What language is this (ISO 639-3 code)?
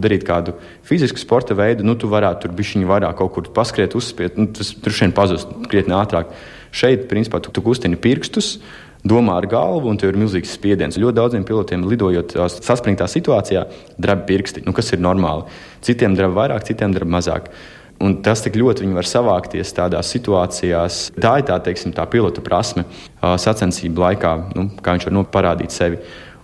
lav